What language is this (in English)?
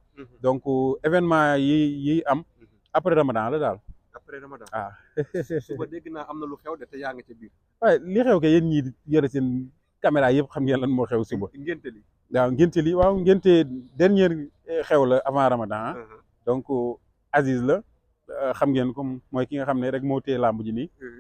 Wolof